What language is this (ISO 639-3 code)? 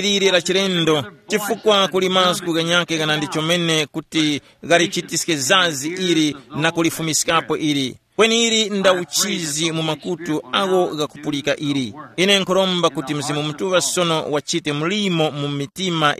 tum